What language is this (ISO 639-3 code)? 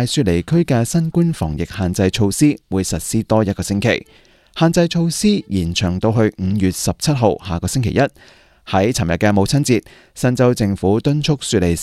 yue